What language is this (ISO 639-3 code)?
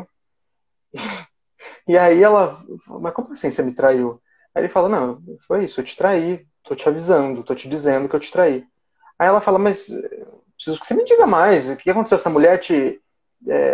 por